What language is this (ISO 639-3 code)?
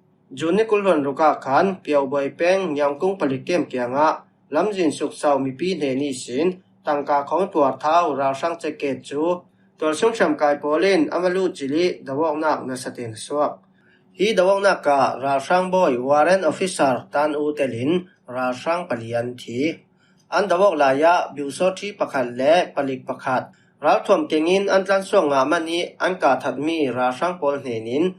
cfm